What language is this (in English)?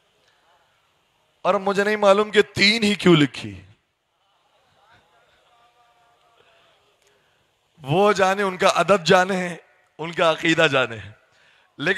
Urdu